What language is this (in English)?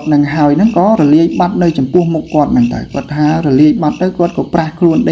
Khmer